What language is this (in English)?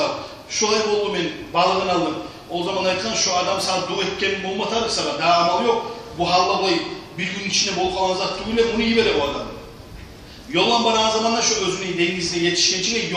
Kumyk